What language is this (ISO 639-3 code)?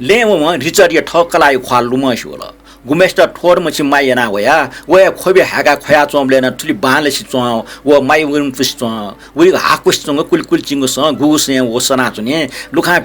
new